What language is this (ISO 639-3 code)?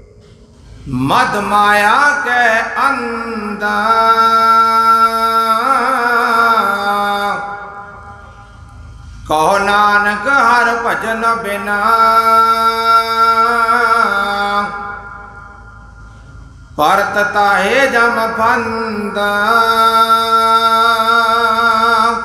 pan